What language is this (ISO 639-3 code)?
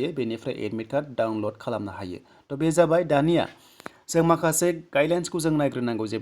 brx